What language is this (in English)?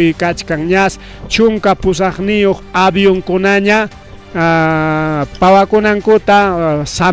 Ayacucho Quechua